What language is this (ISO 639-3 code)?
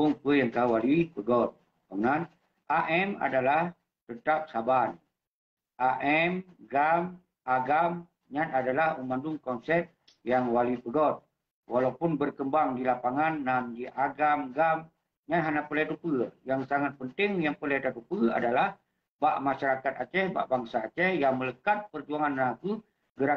ace